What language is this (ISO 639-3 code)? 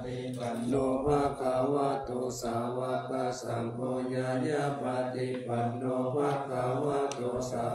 pli